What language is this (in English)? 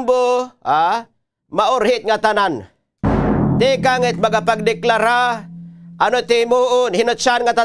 Waray